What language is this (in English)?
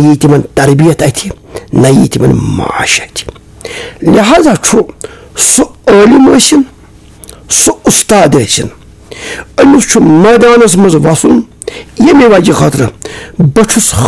Kashmiri